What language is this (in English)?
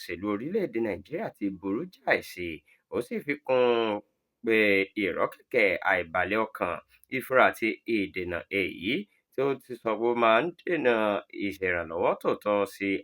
Yoruba